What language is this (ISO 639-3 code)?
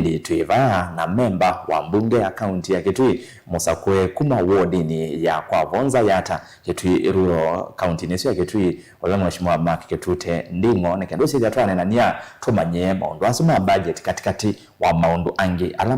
kam